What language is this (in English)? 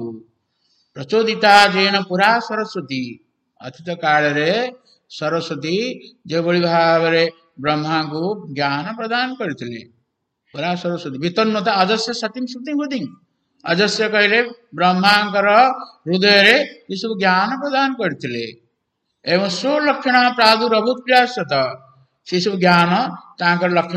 Odia